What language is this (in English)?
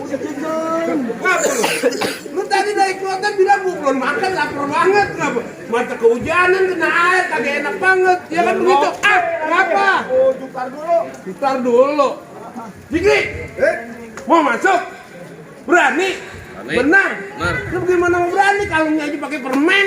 Betawi